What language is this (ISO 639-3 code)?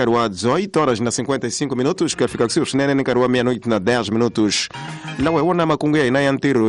tso